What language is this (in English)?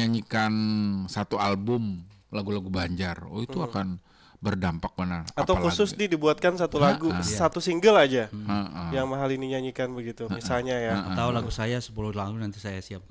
Banjar